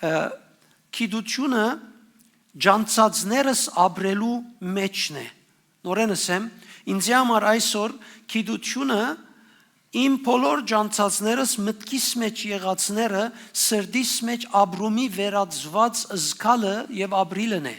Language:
Western Armenian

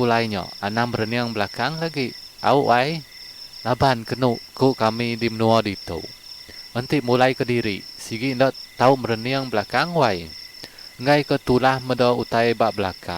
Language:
Iban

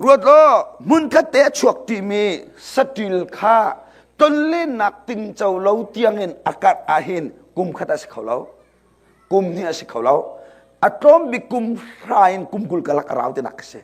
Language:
Hakha Chin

